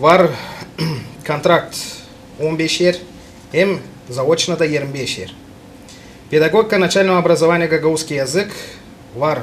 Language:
Gagauz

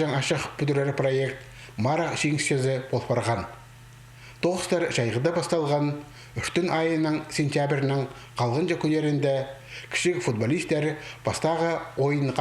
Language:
Khakas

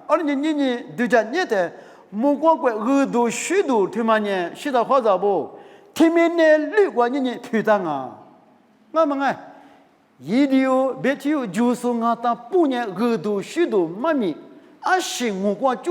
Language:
Lisu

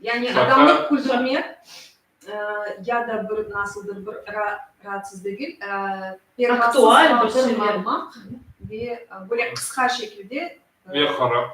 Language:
Crimean Tatar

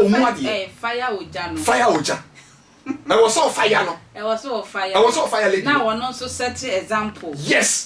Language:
Akan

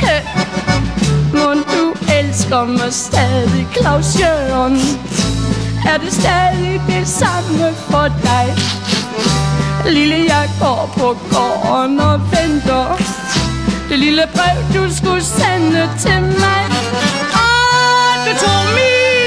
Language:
Danish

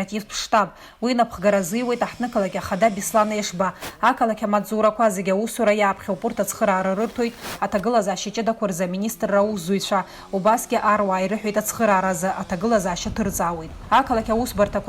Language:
Abkhazian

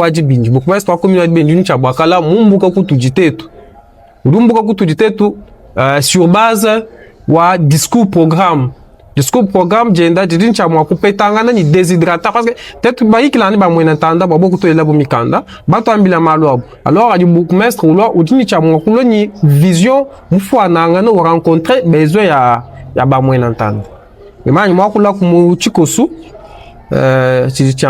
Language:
Luba-Lulua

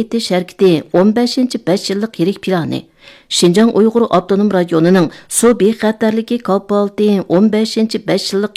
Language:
Uyghur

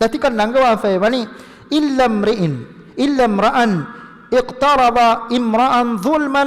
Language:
Divehi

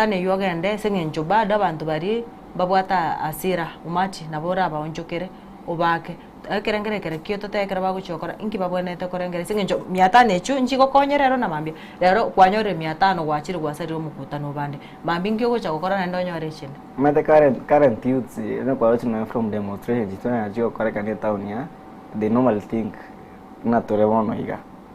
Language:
Gusii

